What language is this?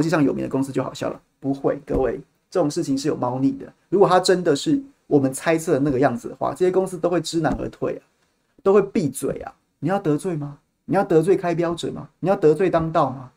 Chinese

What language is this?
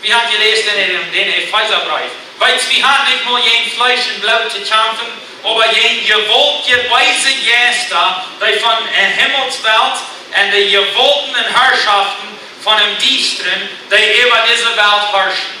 Plautdietsch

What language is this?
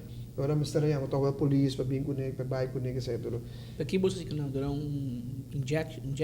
Papiamento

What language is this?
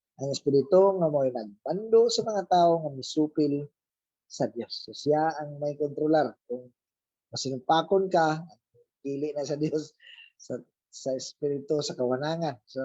Cebuano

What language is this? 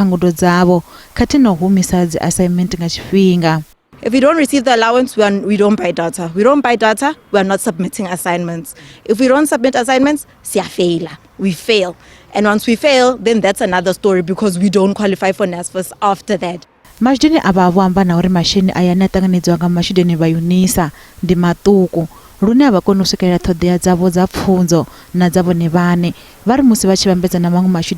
Venda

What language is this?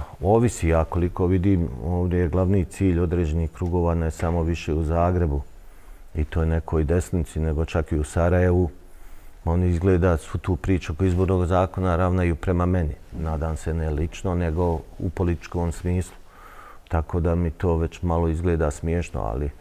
Bosnian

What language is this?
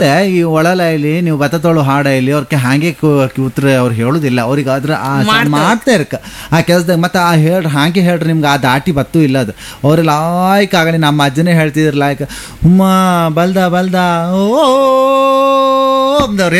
Kannada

